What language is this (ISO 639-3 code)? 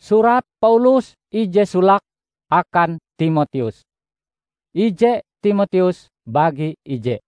nij